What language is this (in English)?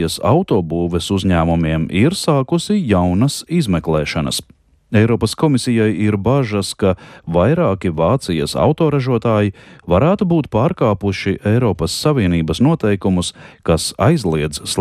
Latvian